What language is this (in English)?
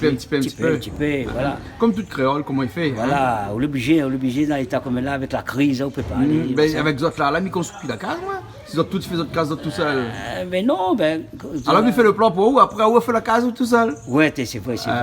Réunion Creole French